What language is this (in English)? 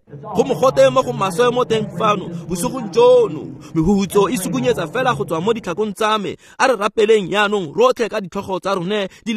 Tswana